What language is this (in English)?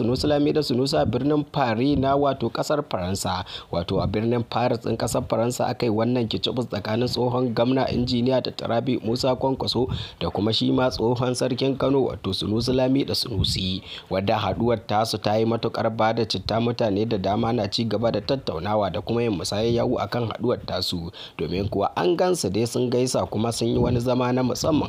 Hausa